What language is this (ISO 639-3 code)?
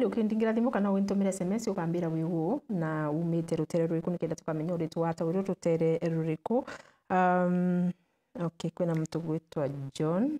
mer